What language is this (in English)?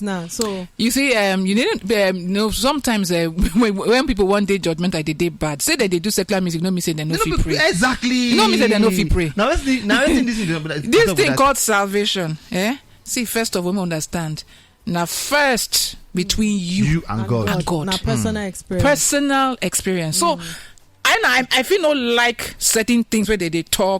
Nigerian Pidgin